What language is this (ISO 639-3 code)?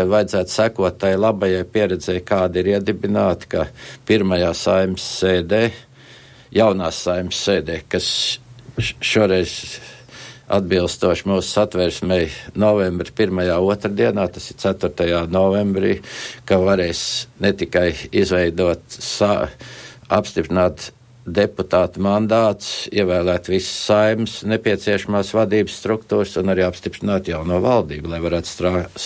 lav